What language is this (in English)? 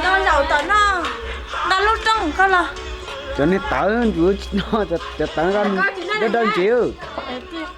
Hmong